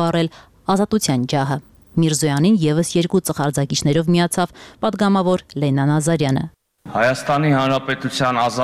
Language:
Armenian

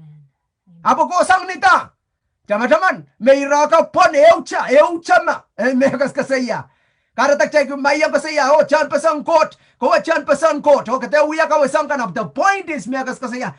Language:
Pohnpeian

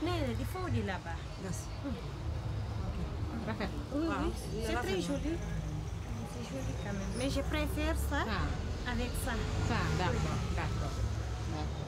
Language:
Pular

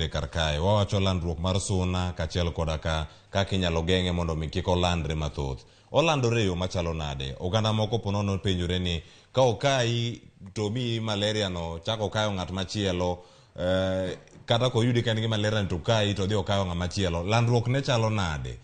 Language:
Luo (Kenya and Tanzania)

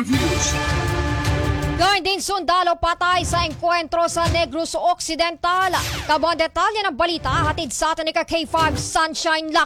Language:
Filipino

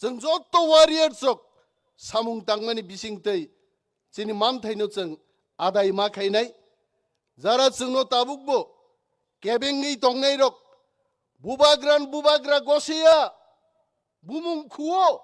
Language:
Kok Borok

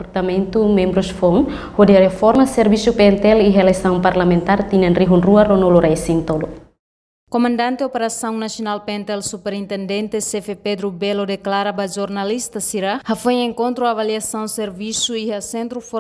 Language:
Tetum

